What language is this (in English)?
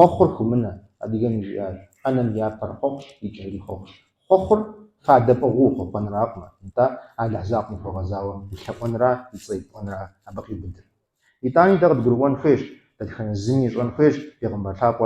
Kabardian